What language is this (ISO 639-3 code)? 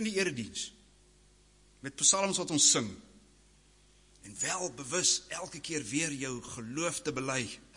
afr